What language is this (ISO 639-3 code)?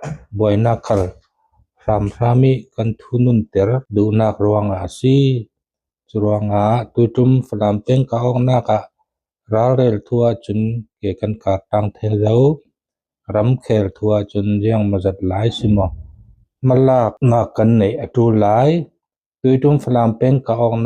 cfm